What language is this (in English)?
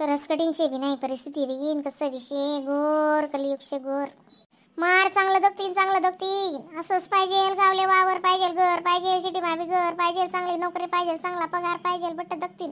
Khandesi